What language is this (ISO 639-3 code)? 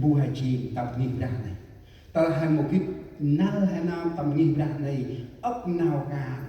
cmo